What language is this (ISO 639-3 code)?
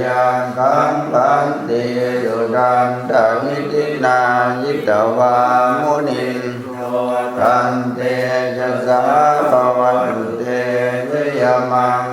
pli